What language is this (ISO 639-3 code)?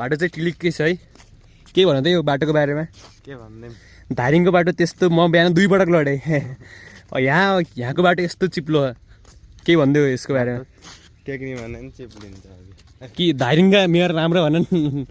nep